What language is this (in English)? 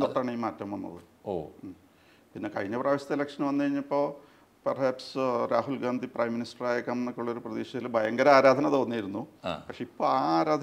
Malayalam